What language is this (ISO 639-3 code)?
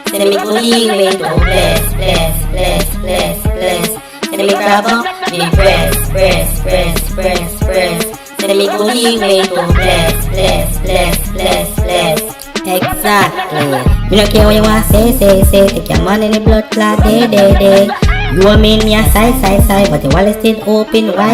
jam